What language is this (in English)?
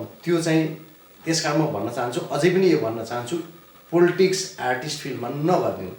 Nepali